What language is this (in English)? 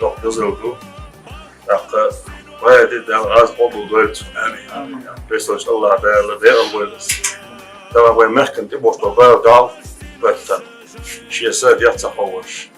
Chechen